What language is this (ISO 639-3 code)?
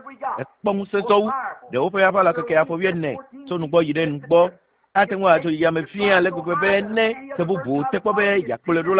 ewe